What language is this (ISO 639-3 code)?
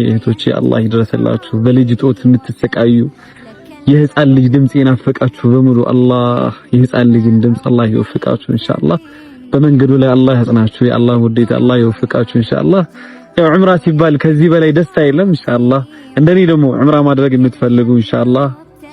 amh